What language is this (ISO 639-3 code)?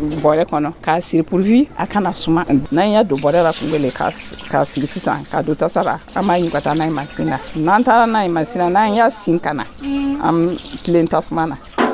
dyu